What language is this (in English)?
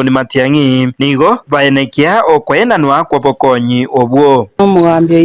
Gusii